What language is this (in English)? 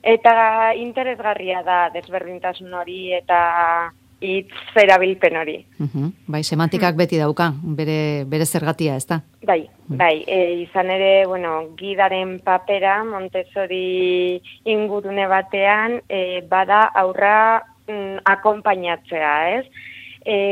Basque